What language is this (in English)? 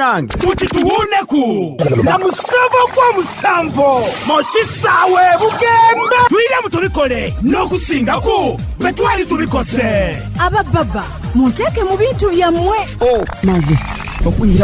Soga